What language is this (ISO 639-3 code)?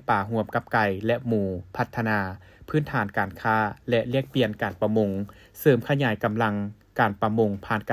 lao